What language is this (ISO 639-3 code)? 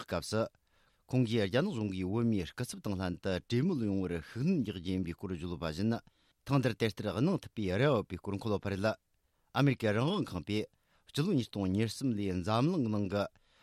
bod